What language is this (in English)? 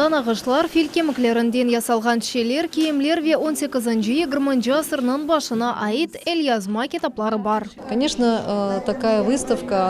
Crimean Tatar